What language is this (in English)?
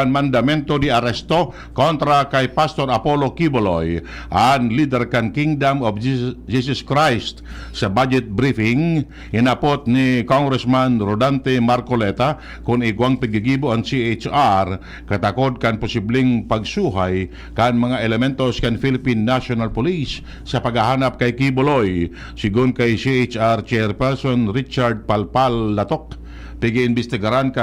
Bikol